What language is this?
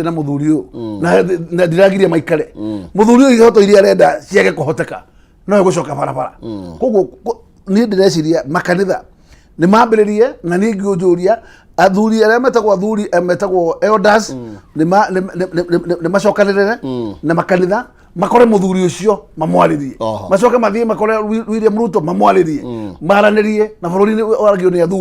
Kikuyu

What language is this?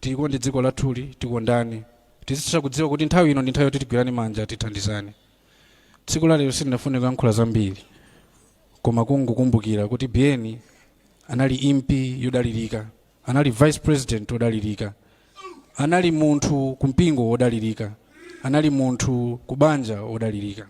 Nyanja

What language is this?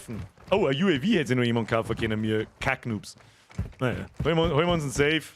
Bavarian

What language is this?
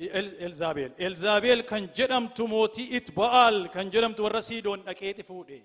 Oromo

